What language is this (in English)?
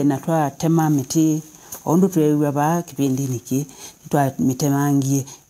Kamba